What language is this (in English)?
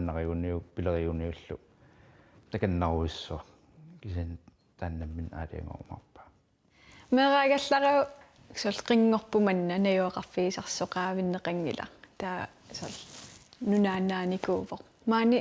Kalaallisut